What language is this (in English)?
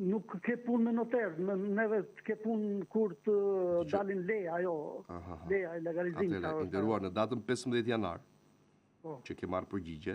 Albanian